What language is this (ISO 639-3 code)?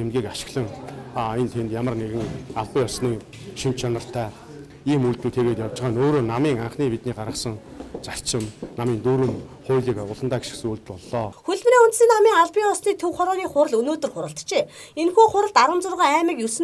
mon